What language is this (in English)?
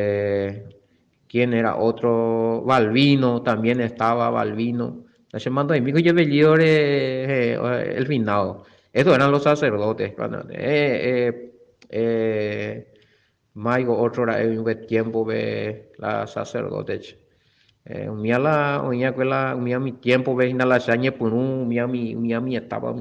Guarani